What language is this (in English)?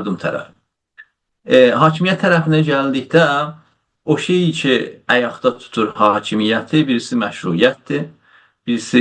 South Azerbaijani